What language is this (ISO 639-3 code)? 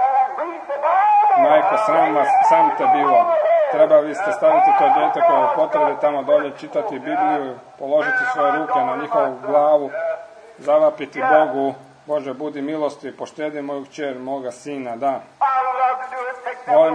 hrv